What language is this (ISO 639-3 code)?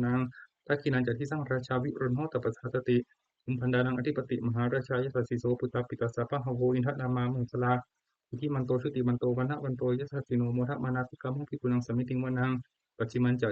pli